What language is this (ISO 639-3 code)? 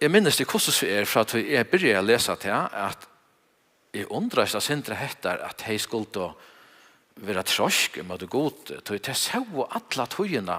fao